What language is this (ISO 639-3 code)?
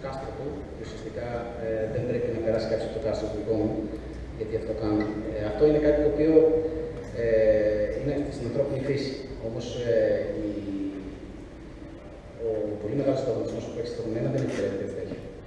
ell